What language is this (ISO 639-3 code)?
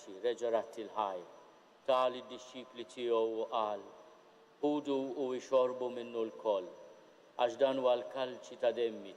mlt